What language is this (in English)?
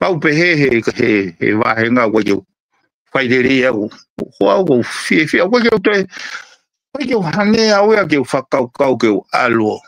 Tongan